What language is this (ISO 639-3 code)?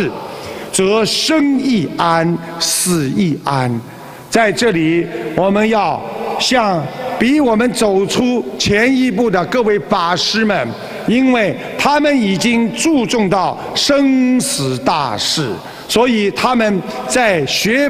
zho